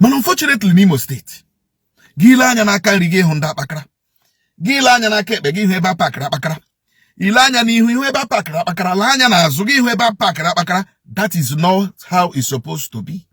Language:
Igbo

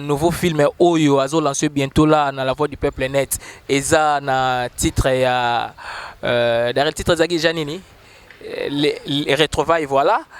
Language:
Lingala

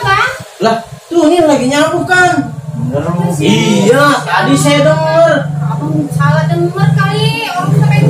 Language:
Betawi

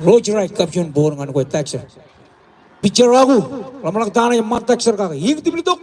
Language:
Marshallese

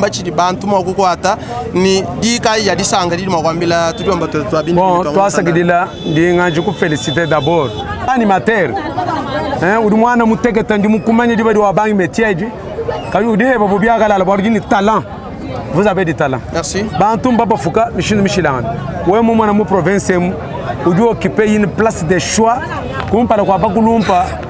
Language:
Luba-Lulua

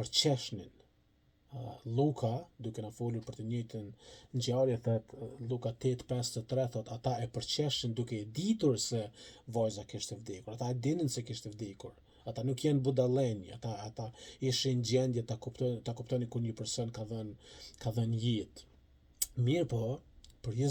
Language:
Albanian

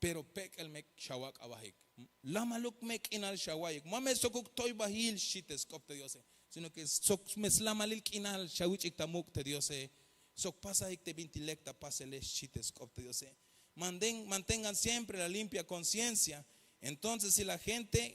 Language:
Tzeltal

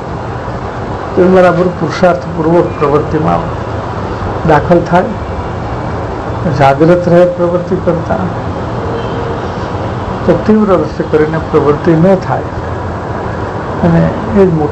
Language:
Gujarati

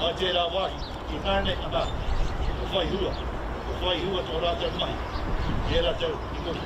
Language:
Māori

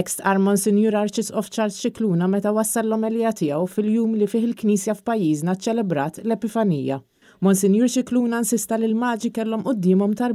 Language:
Maltese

